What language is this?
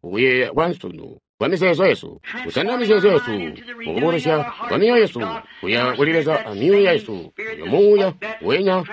Tonga (Zambia)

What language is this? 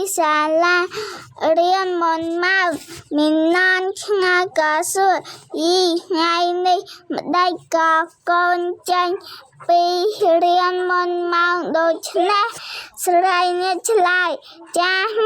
Khmer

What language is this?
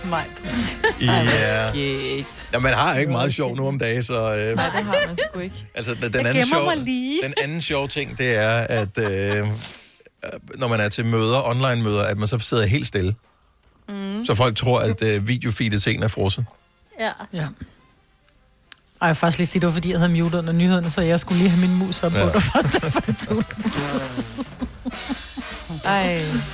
Danish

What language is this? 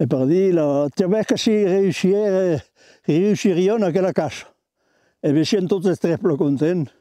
Occitan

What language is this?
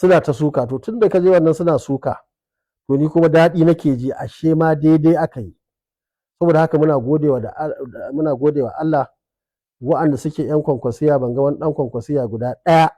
Hausa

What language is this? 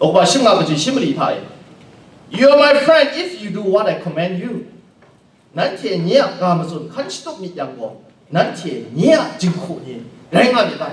Kachin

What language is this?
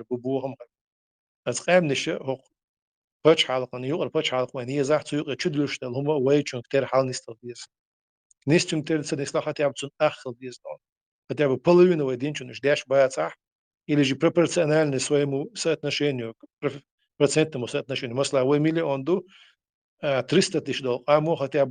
Chechen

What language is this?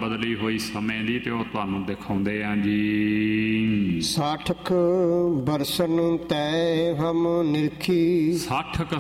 Punjabi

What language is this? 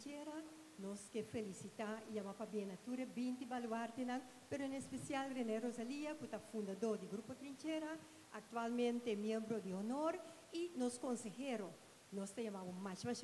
Papiamento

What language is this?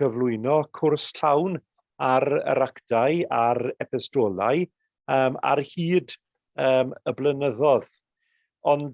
Welsh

